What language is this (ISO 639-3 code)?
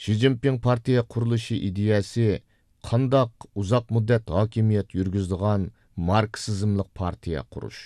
uig